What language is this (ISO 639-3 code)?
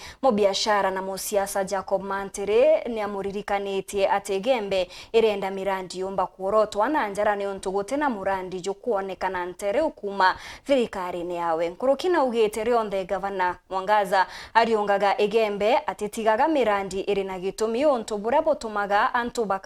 mer